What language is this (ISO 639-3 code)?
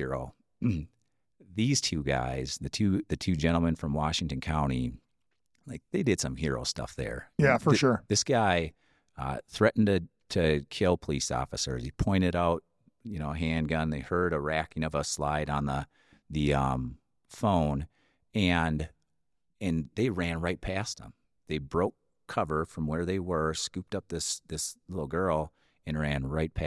eng